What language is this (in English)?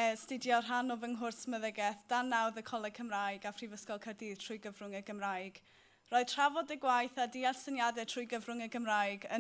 Welsh